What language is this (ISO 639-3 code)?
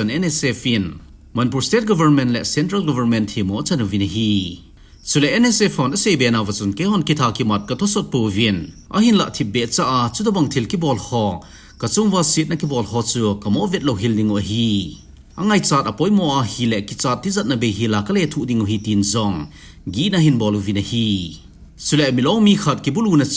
tcz